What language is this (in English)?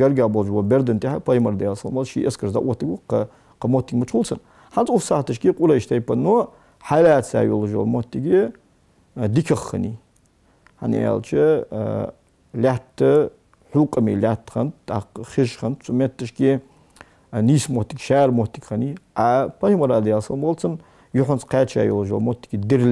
Ingush